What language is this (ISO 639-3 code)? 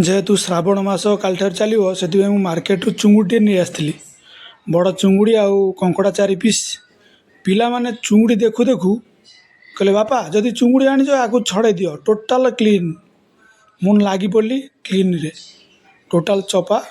ori